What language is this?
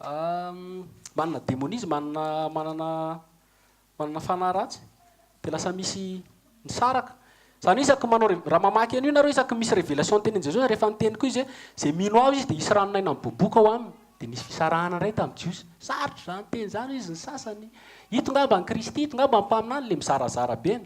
Malagasy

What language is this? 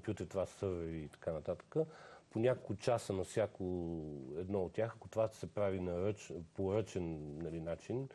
Bulgarian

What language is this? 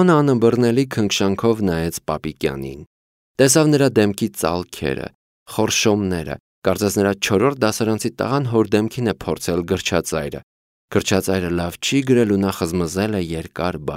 Armenian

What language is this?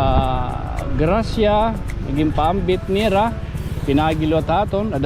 Waray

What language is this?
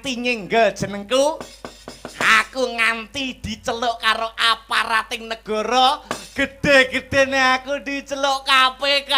Javanese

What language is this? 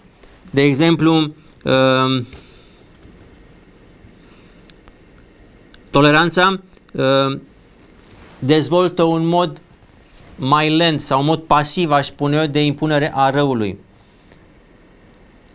Romanian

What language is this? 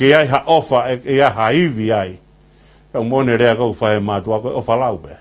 Tongan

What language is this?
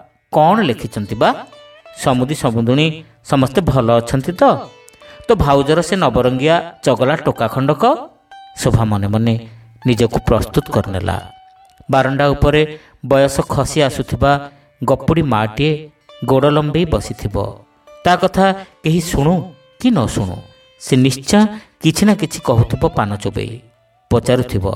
Odia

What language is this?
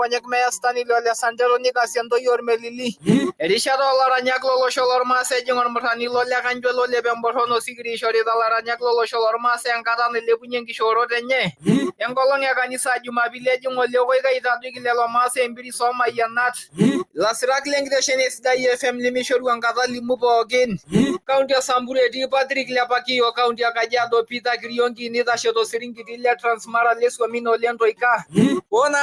Masai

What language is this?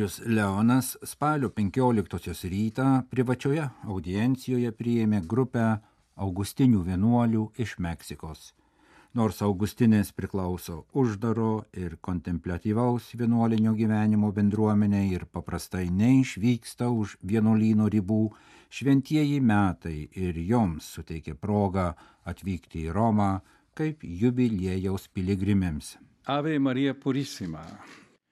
Lithuanian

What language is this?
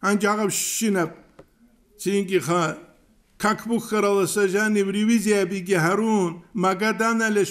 Avaric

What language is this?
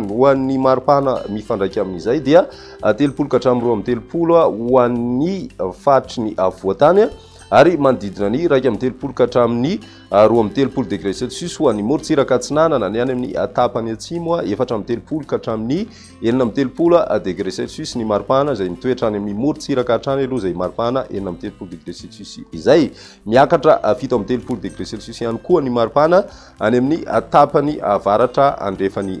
Malagasy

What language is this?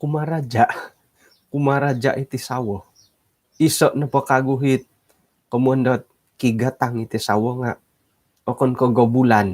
Central Dusun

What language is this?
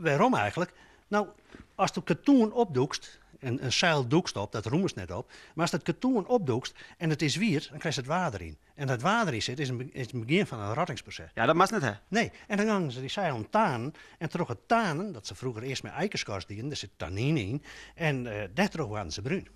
Western Frisian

